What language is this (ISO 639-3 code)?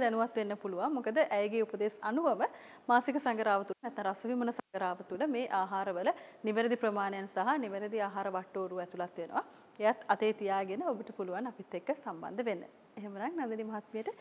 sin